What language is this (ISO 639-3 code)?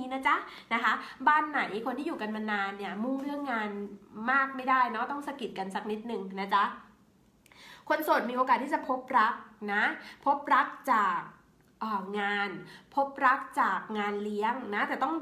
tha